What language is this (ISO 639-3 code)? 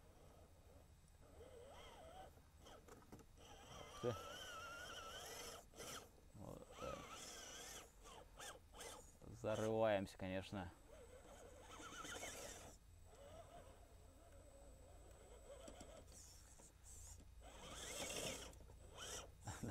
rus